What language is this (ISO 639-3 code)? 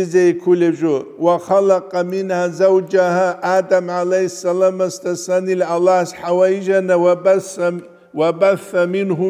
ava